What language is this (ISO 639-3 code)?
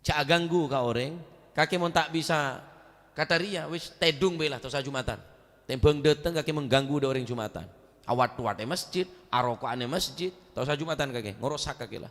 mad